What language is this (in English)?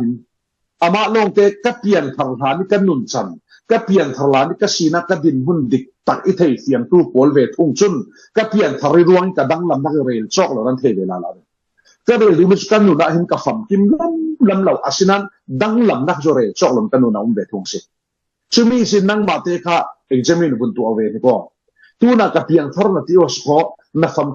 Falam Chin